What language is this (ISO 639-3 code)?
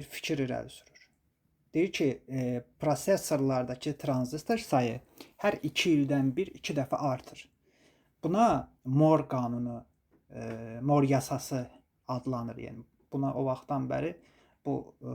aze